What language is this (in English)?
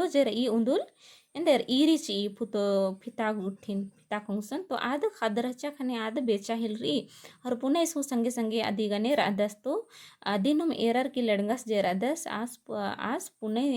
Kurukh